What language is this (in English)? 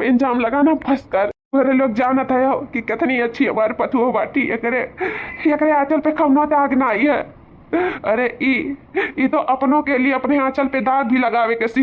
Awadhi